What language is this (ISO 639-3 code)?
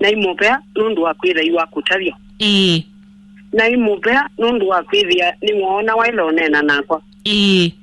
kam